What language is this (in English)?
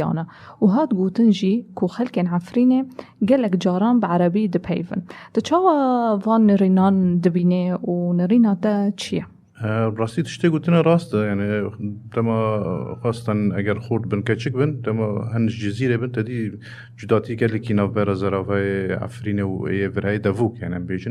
Kurdish